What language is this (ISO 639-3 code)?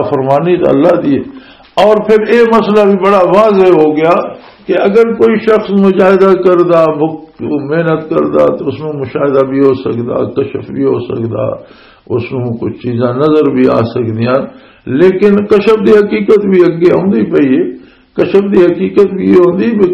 lah